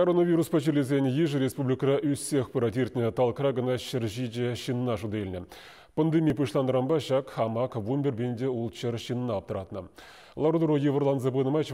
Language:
Chuvash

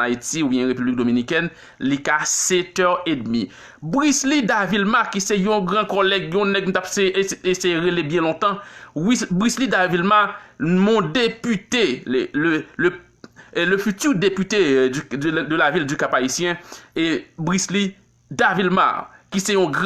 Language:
Haitian Creole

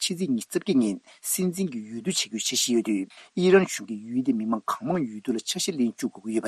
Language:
Tibetan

